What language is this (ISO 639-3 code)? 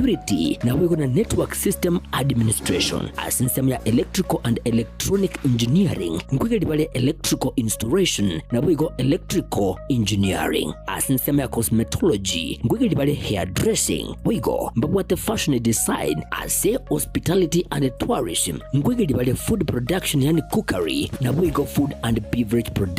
guz